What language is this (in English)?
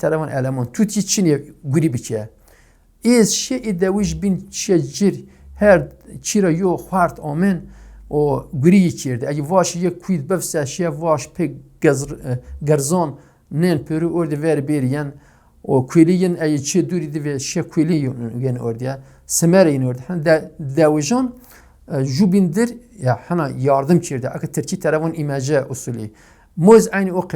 Zaza